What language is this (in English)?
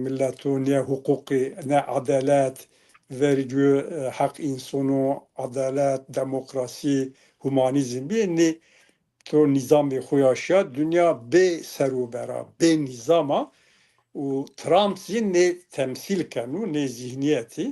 Zaza